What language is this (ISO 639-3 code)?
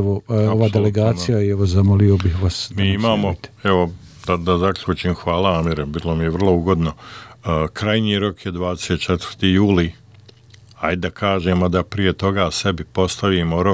hrv